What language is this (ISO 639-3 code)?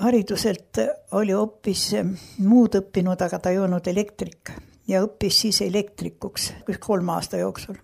est